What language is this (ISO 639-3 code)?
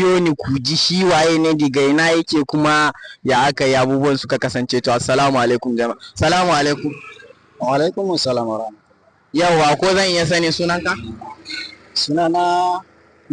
hau